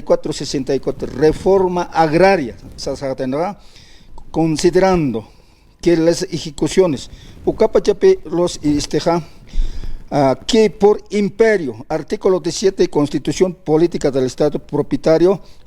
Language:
Aymara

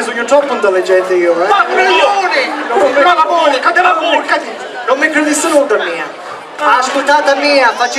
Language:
Sicilian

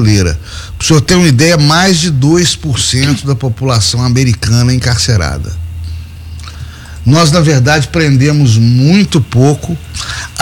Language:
Portuguese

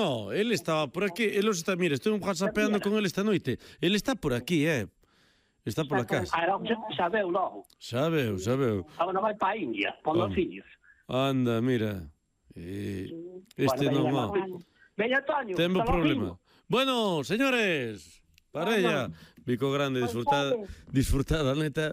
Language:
Galician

